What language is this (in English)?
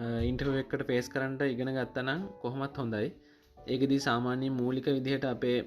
Sinhala